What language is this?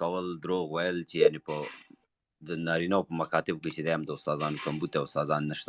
Pashto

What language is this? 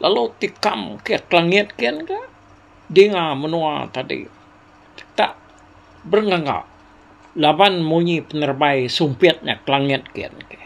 Iban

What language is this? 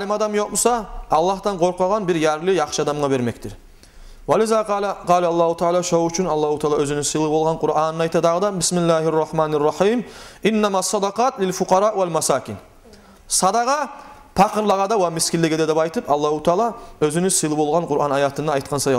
Kumyk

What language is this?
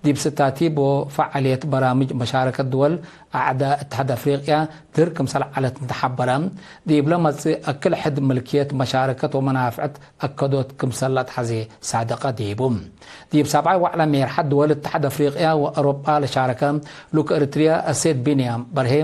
Tigre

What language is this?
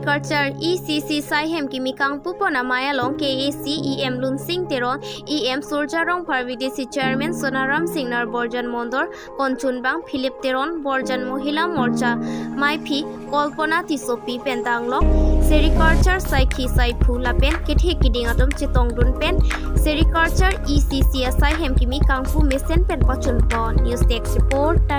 Karbi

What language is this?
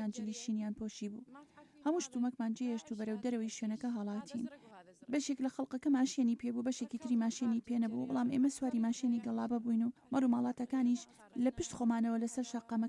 Central Kurdish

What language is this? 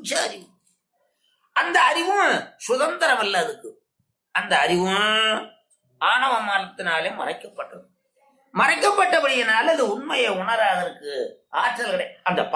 Tamil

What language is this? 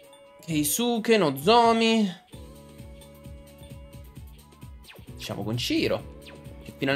Italian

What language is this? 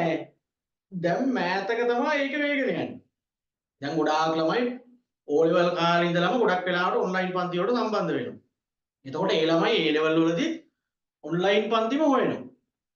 Sinhala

